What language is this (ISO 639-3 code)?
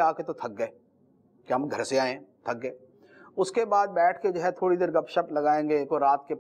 urd